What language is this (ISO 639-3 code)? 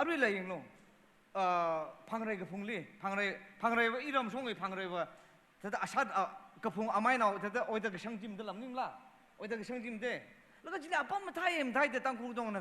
nmf